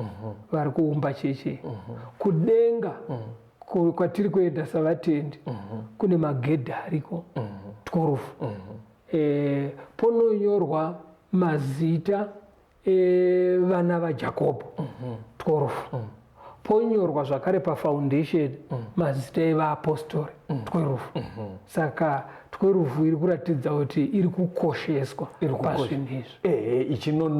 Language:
Shona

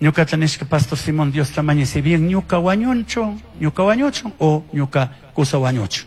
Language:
Chimborazo Highland Quichua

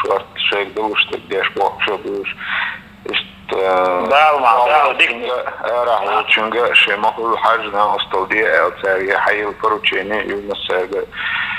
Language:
Chechen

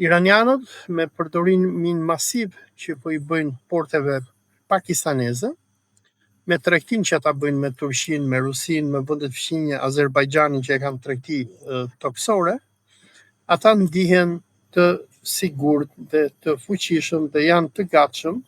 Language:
Albanian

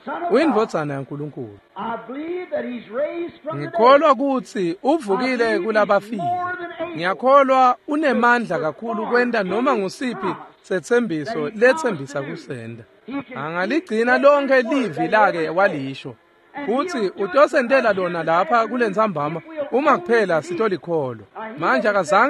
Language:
Swati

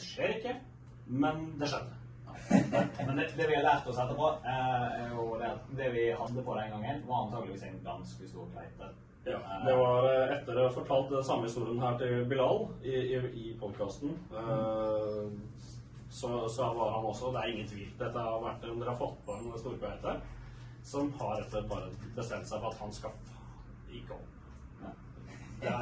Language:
Norwegian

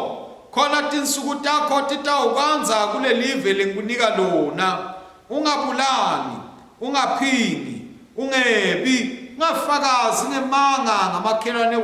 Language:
Swati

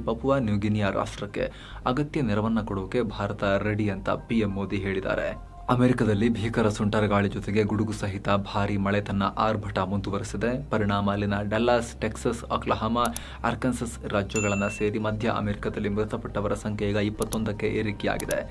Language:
Kannada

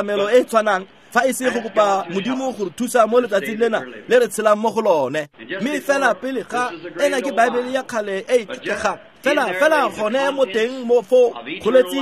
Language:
Tswana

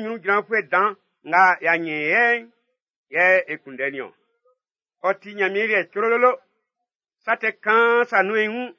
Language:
Baoulé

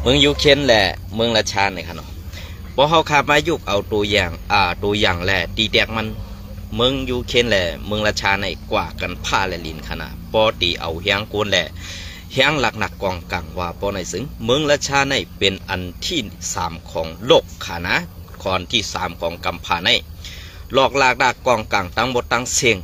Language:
Shan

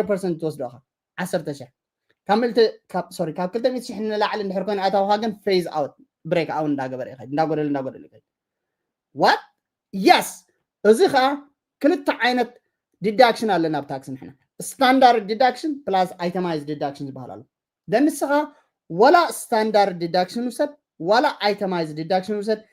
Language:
Tigrinya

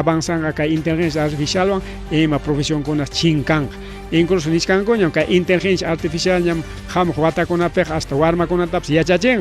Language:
Ayacucho Quechua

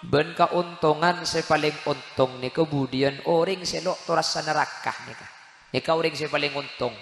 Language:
Madurese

